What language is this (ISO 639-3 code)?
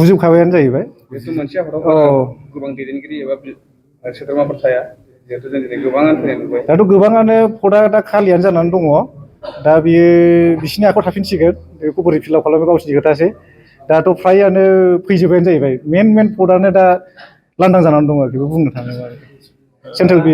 brx